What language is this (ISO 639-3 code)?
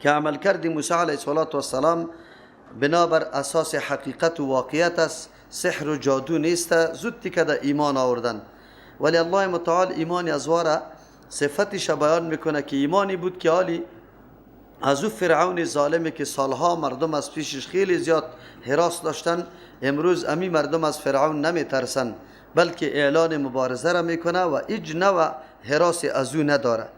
fas